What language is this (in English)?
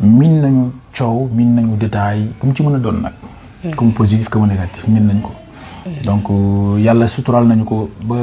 Wolof